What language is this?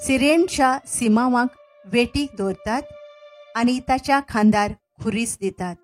Konkani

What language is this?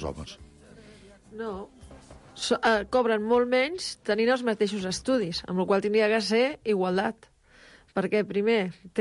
Catalan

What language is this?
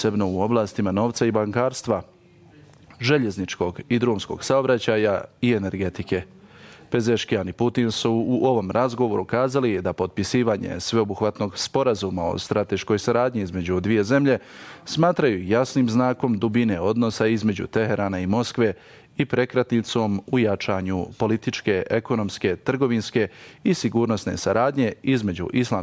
Bosnian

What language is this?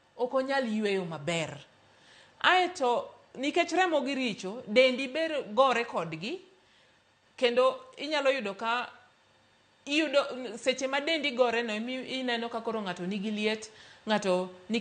Luo (Kenya and Tanzania)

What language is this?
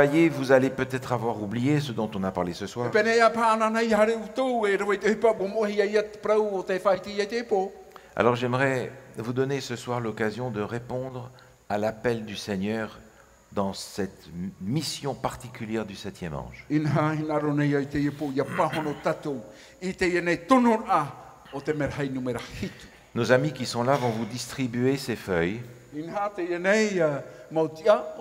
Tahitian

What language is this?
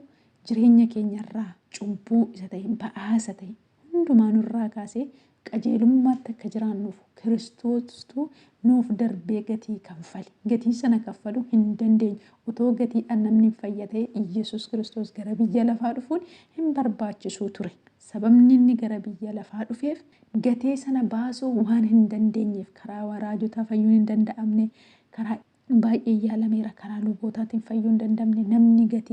Oromo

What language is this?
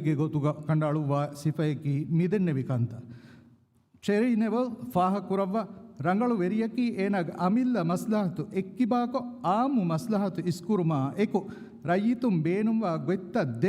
Divehi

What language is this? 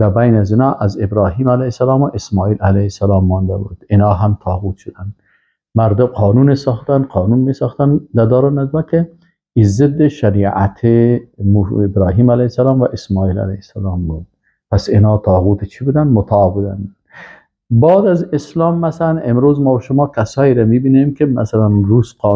Persian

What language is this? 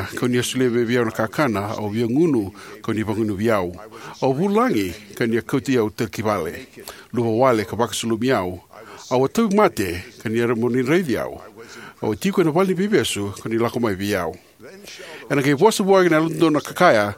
Fijian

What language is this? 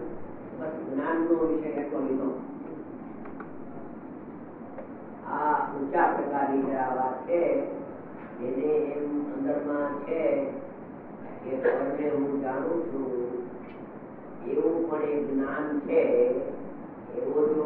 Gujarati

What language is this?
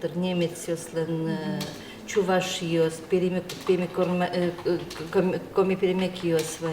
Udmurt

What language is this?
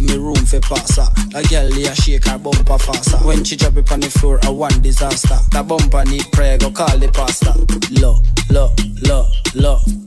English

